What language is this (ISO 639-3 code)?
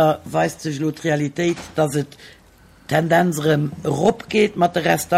ltz